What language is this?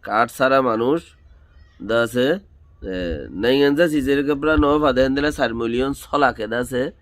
Rohingya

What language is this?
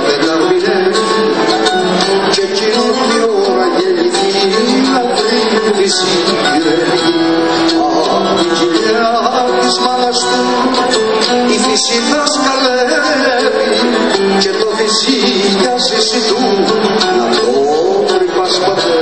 Greek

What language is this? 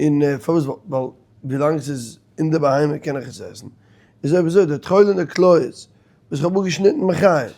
Yiddish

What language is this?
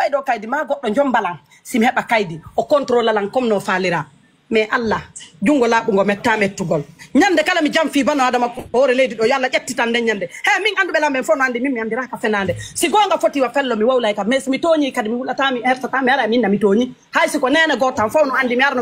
Pular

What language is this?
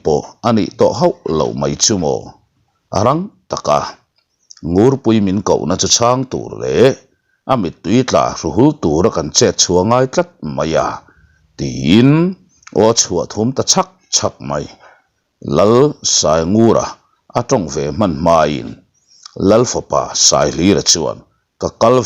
Mizo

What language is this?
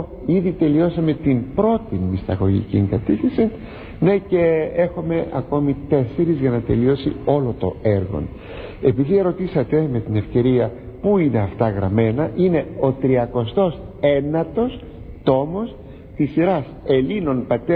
Greek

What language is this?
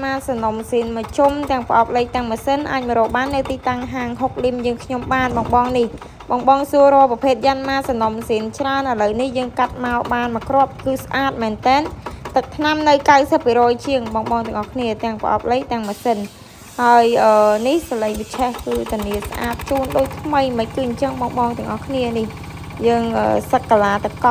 Khmer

